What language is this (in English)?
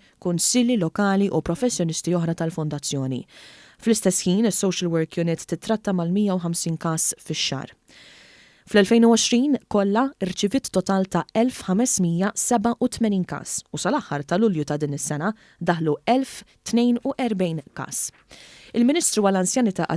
Maltese